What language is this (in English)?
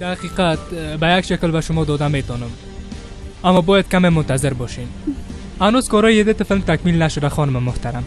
Tajik